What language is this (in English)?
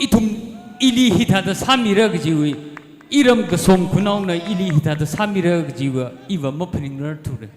Tangkhul Naga (India)